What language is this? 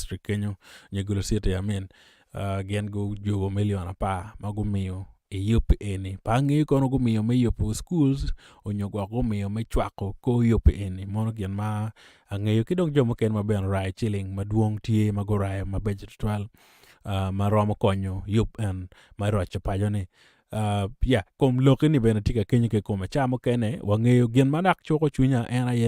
Acoli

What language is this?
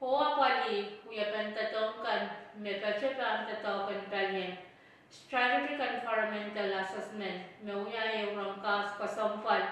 Pohnpeian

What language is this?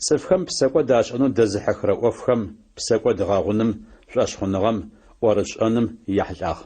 Adyghe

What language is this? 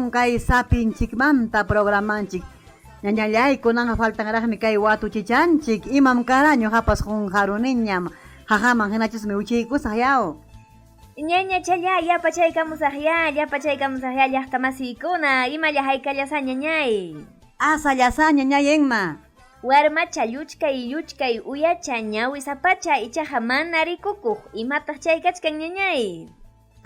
Ayacucho Quechua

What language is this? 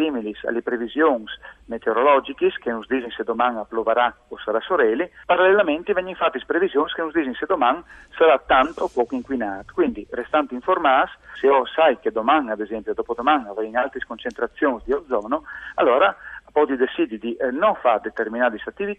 Friulian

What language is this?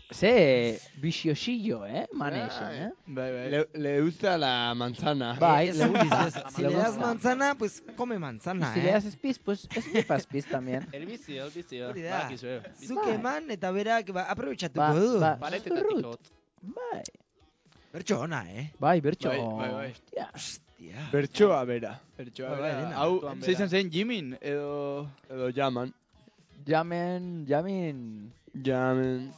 Basque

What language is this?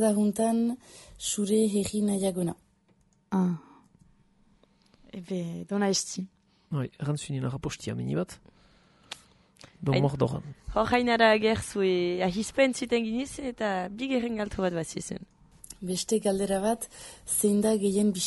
Basque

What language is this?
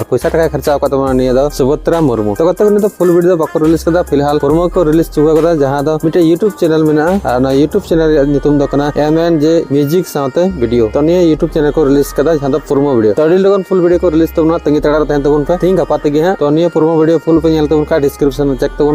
Santali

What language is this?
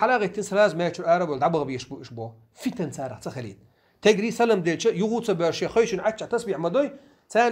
Chechen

